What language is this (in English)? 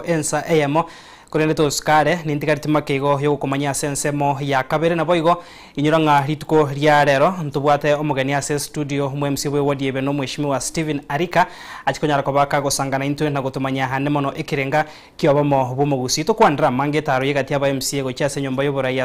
Gusii